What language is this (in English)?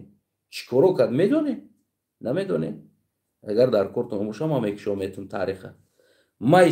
Tajik